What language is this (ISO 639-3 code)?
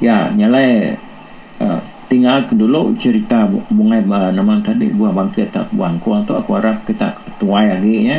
iba